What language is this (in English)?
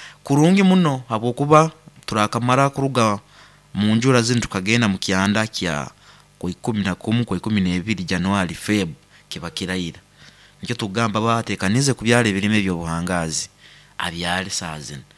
Nyoro